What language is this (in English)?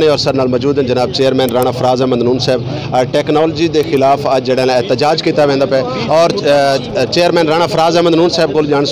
Saraiki